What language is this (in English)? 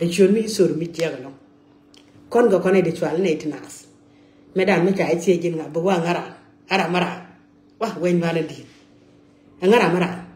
Nuer